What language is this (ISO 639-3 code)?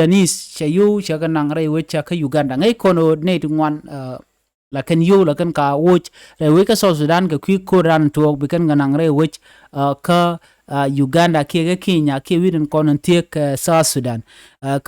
nus